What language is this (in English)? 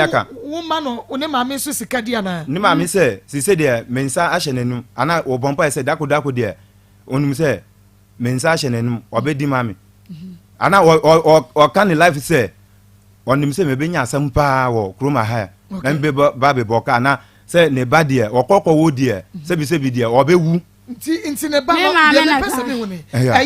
Akan